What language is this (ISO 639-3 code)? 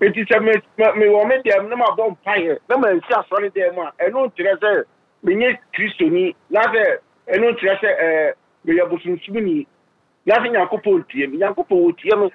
aka